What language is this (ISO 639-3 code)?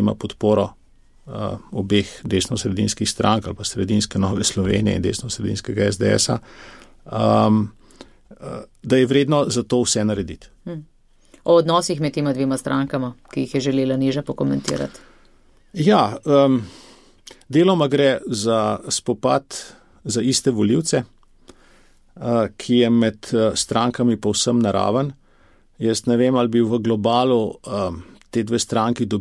slv